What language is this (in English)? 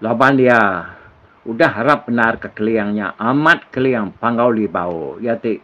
Iban